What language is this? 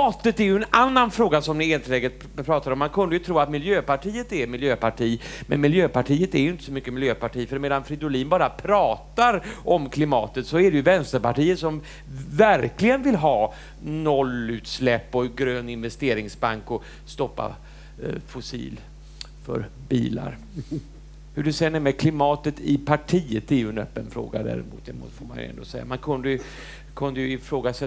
Swedish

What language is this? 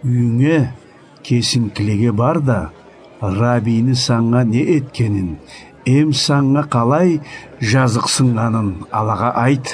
Karachay-Balkar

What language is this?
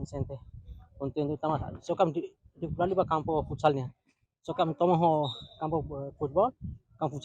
Tetum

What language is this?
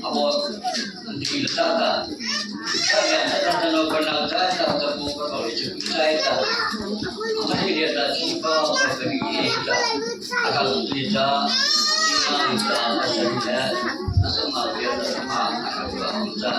Mara Chin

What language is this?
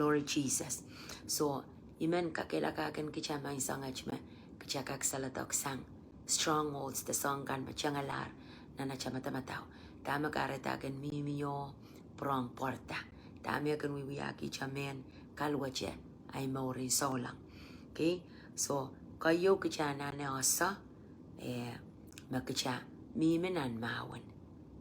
Pohnpeian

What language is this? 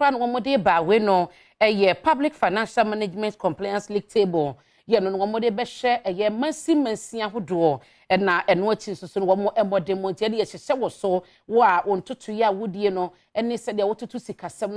Akan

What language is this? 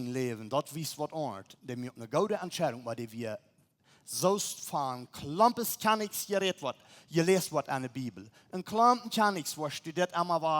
Plautdietsch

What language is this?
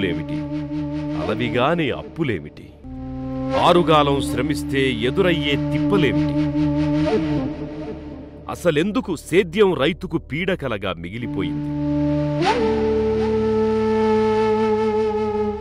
Telugu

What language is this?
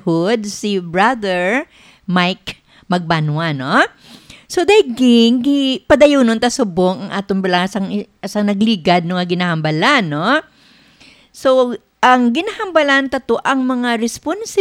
Hiligaynon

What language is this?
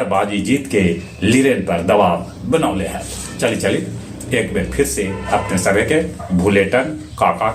Magahi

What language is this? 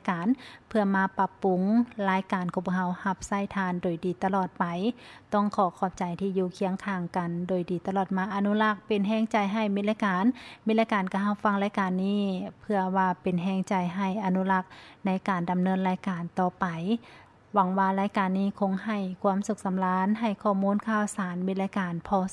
Lao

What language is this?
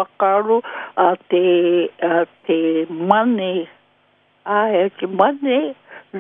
Māori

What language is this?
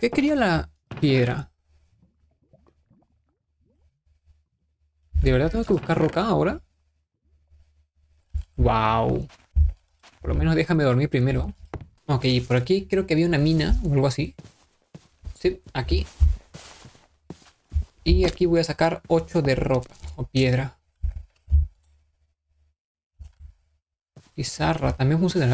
Spanish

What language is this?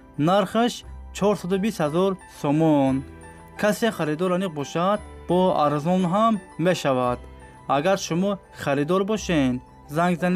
Tajik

